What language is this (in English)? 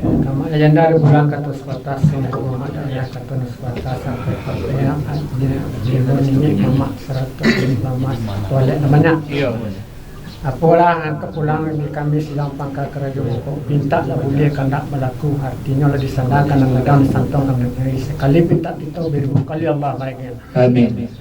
Minangkabau